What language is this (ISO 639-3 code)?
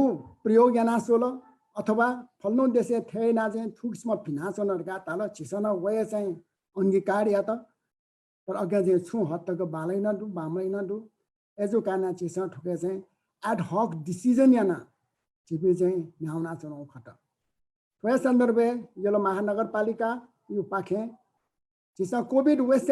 new